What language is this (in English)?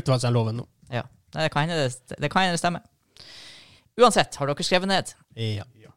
Norwegian